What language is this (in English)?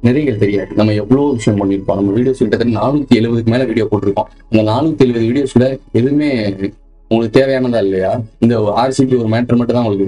Tamil